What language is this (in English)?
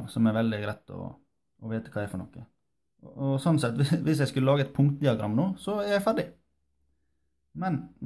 Norwegian